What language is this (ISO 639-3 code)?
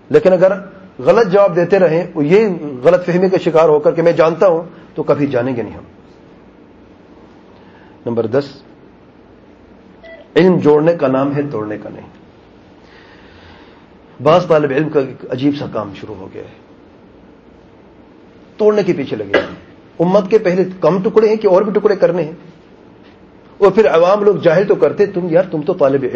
urd